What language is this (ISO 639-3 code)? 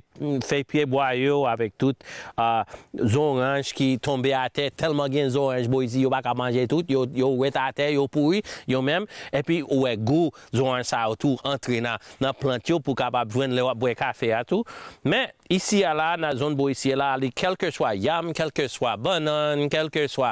hat